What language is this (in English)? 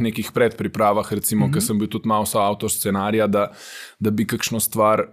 Slovenian